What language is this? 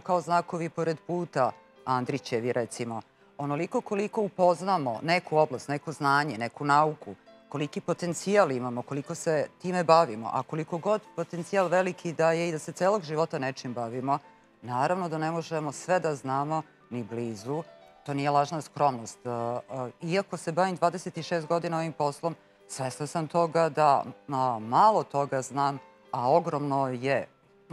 Serbian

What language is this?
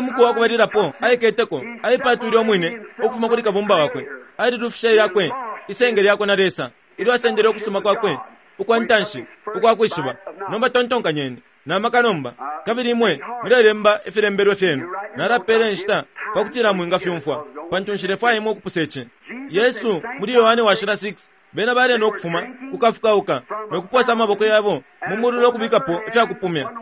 Bemba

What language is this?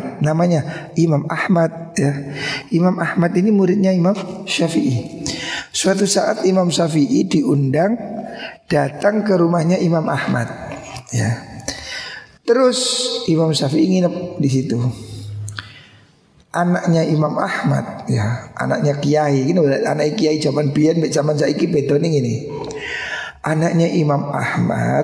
Indonesian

